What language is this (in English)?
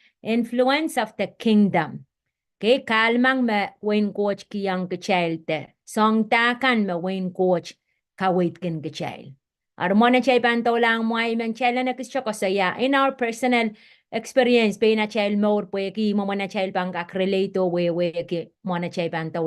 Pohnpeian